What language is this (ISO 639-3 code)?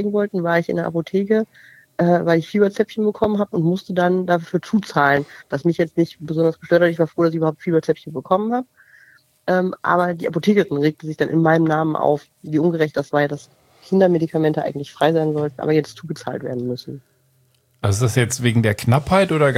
deu